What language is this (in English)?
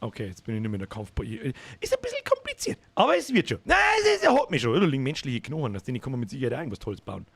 Bavarian